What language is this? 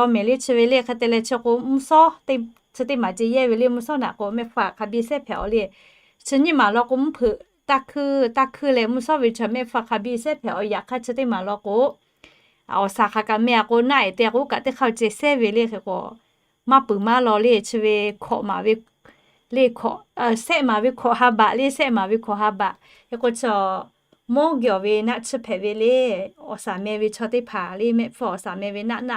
Lahu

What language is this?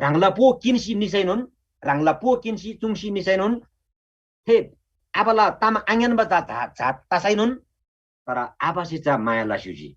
Eastern Tamang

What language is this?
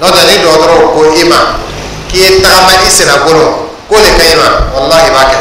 Dyula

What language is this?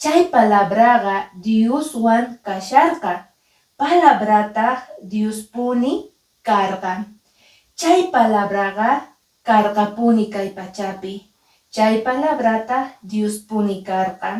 Quechua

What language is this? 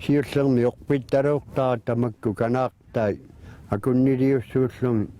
Kalaallisut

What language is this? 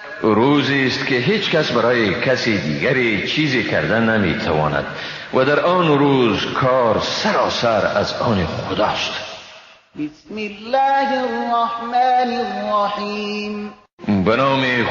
Persian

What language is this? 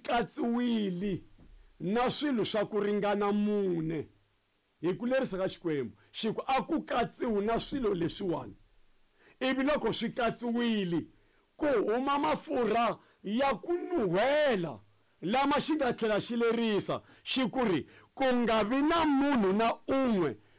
Tsonga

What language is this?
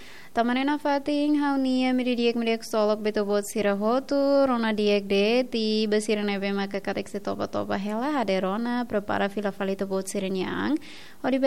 Tetum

